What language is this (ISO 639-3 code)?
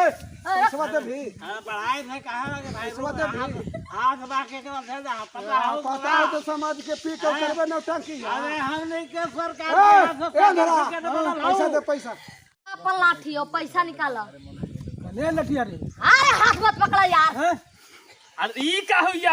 mag